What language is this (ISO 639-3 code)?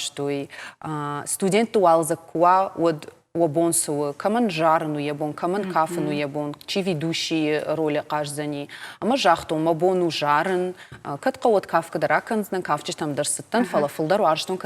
oss